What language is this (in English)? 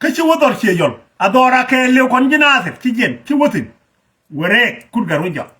Nuer